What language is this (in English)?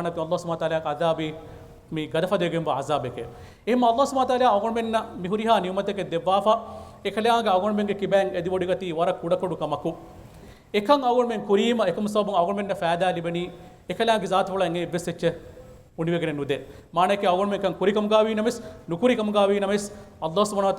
Divehi